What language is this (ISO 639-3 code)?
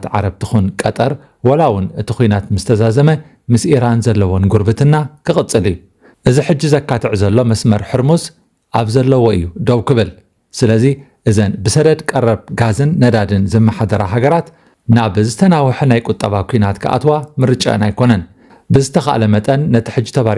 tir